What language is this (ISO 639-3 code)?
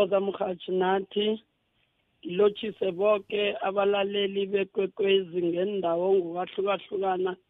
nbl